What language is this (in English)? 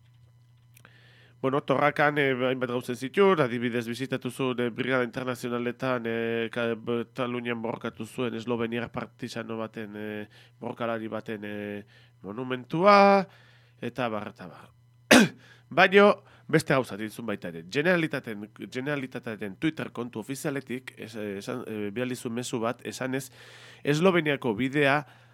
Basque